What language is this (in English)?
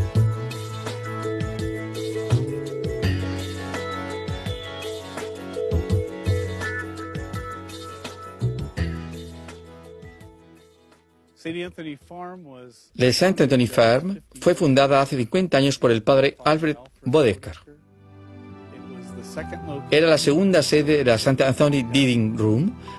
Spanish